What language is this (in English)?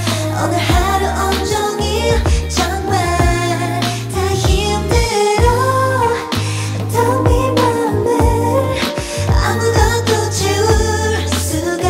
Korean